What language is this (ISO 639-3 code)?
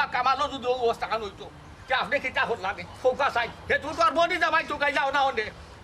syl